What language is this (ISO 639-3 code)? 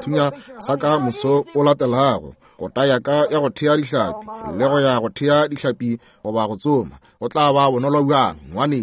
nso